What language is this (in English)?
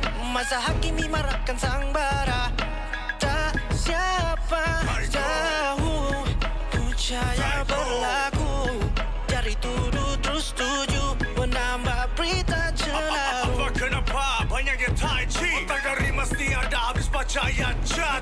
Malay